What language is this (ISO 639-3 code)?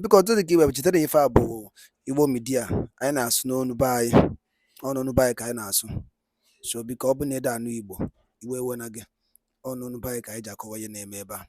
ibo